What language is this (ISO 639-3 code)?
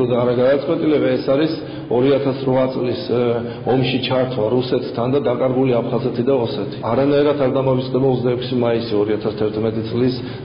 kat